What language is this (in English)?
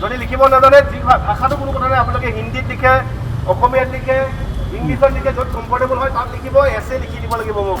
Assamese